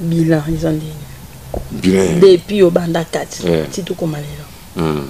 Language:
Lingala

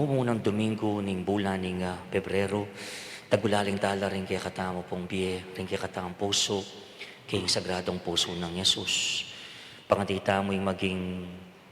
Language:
Pampanga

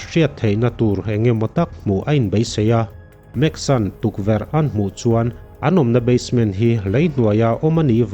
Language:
Mizo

